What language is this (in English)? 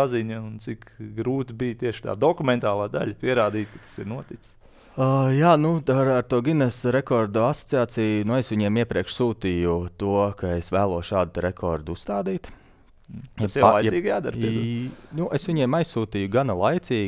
Latvian